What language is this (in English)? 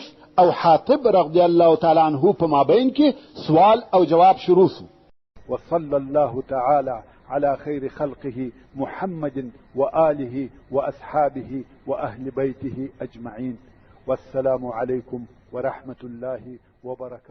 Pashto